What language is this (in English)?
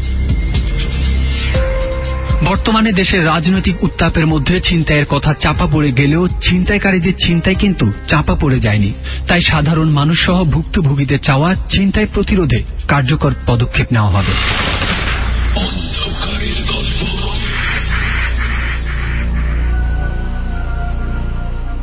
Bangla